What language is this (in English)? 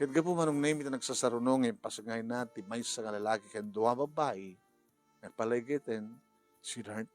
Iloko